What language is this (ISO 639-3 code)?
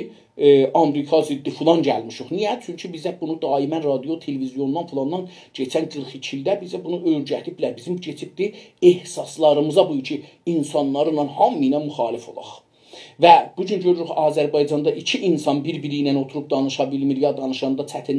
azb